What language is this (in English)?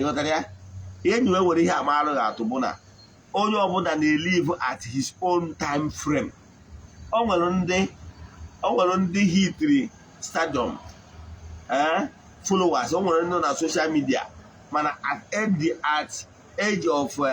Igbo